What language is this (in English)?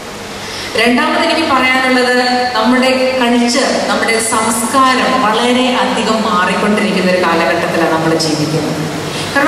Malayalam